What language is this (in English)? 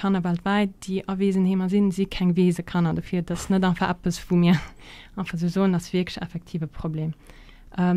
Luxembourgish